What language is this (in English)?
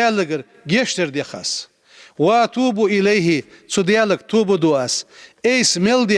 Ingush